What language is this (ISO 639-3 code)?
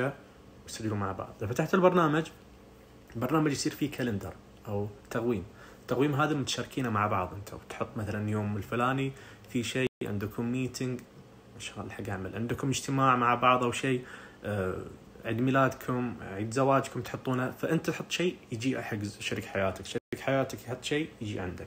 ars